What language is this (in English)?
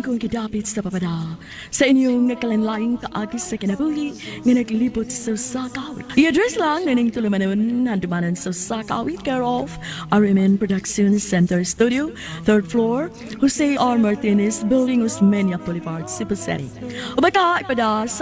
Cebuano